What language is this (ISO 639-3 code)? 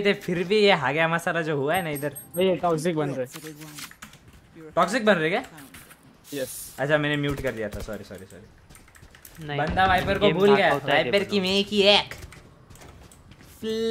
hin